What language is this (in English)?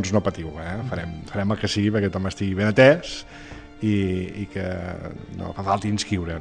Catalan